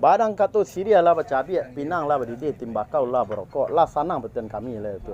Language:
Minangkabau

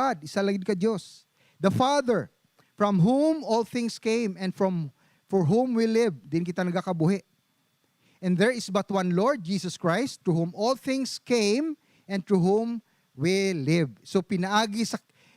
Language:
Hiligaynon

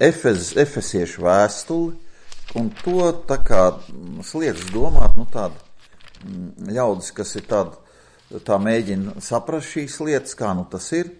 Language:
Latvian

